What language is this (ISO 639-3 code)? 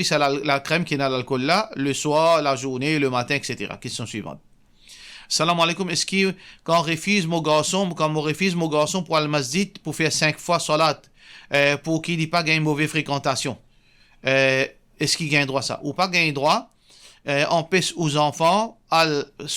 mfe